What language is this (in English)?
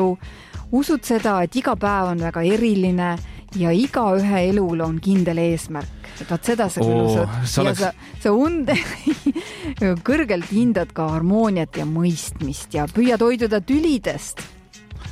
Estonian